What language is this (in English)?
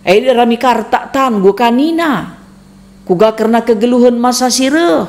Batak Karo